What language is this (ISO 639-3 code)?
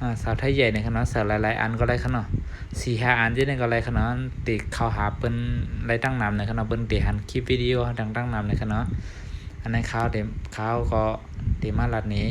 shn